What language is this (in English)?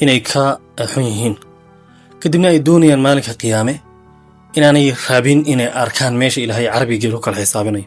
Somali